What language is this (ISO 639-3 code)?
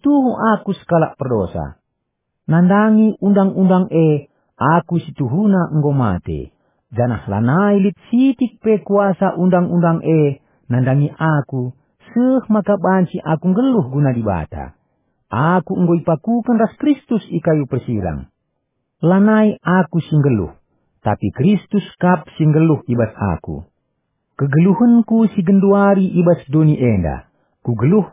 btx